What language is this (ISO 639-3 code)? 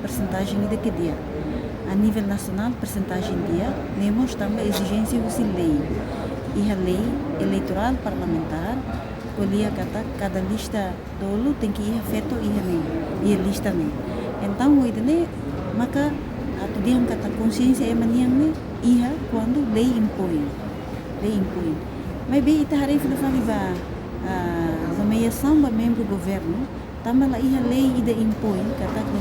tet